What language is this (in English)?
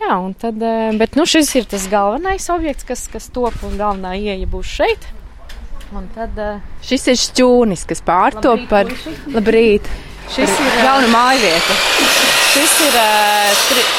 Latvian